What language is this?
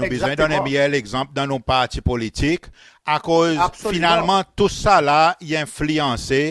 Seselwa Creole French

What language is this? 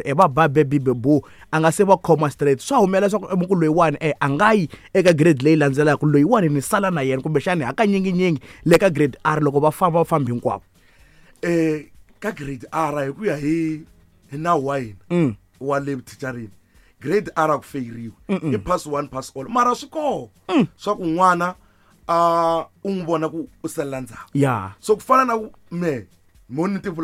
Tsonga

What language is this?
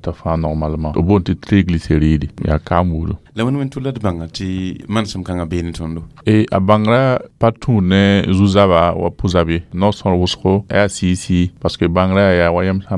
Mossi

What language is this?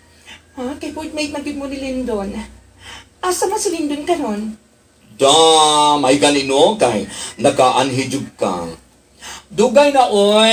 Cebuano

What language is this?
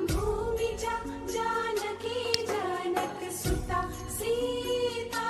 Maithili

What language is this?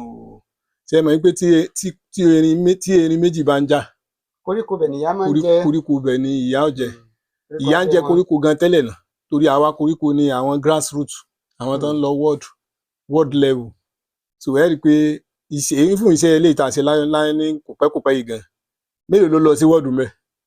Yoruba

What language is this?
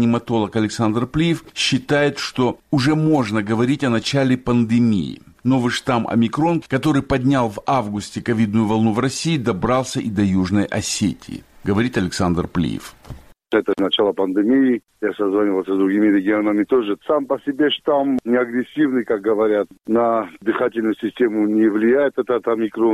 Russian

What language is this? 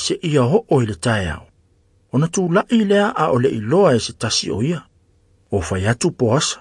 Samoan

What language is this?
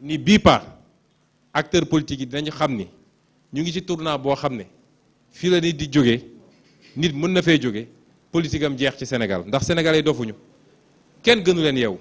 Wolof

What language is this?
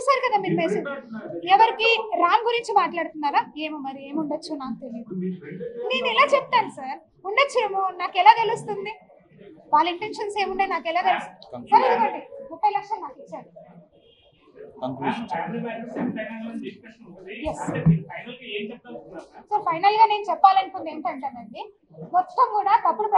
Telugu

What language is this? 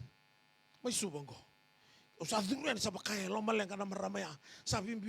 Fijian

